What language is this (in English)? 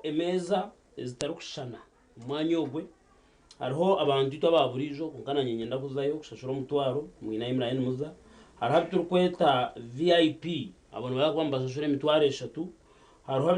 Nyankole